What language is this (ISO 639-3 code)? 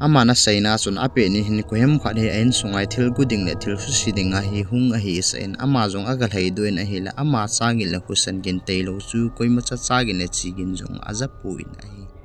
tcz